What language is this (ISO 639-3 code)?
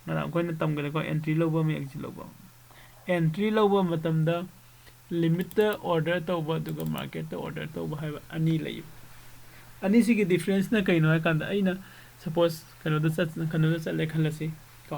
mni